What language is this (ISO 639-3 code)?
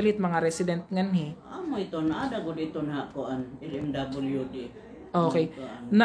war